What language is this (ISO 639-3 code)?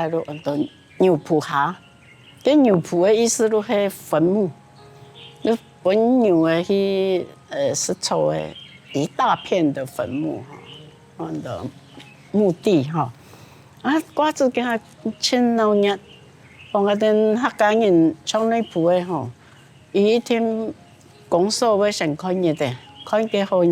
hak